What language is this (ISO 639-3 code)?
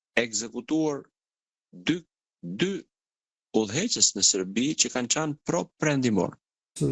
sqi